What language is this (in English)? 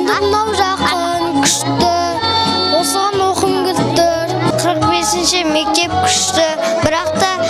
Kazakh